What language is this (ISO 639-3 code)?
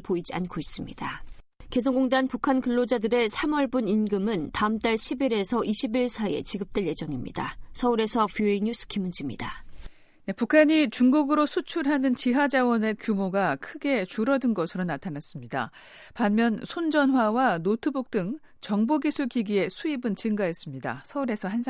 kor